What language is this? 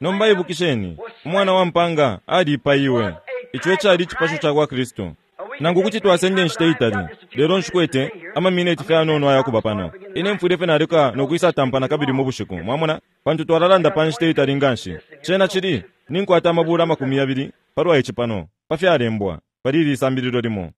Bemba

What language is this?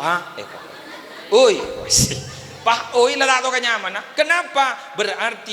Madurese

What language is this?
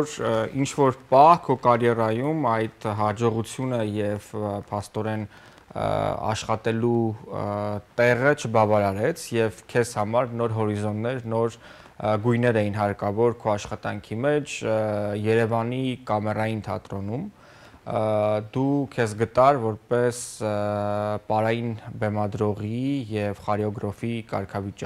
Armenian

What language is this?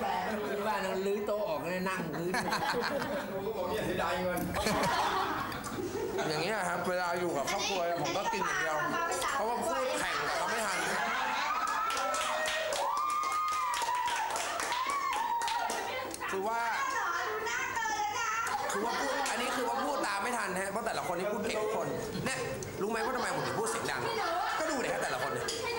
Thai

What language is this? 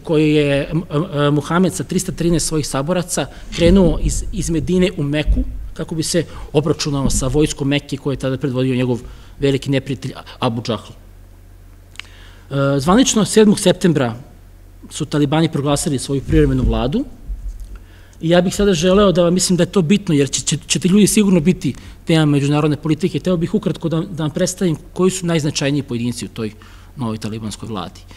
Serbian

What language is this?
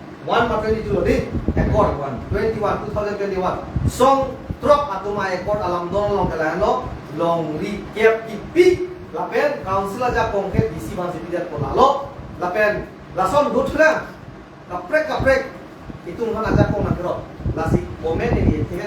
Karbi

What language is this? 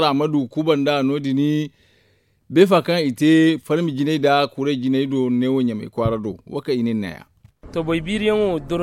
Zarma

